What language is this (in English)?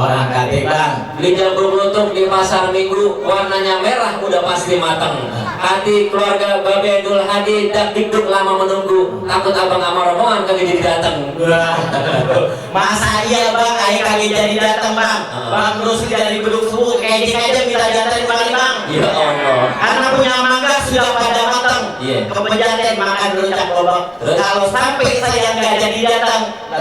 Betawi